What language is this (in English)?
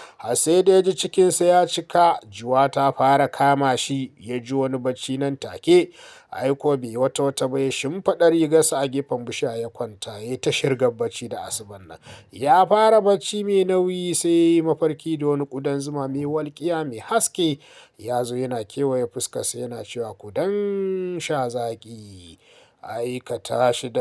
Hausa